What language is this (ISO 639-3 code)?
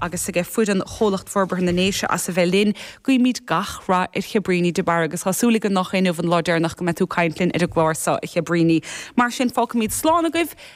gle